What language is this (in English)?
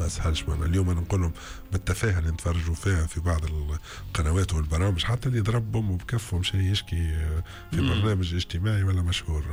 Tunisian Arabic